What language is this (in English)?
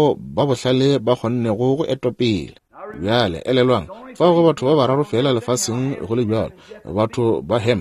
Northern Sotho